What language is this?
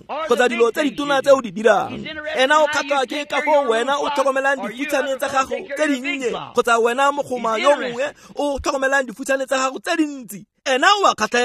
Tswana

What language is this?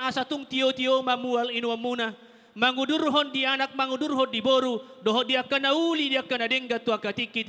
Batak Toba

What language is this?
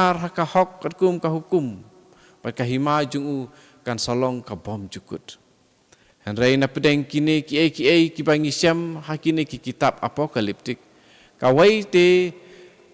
Khasi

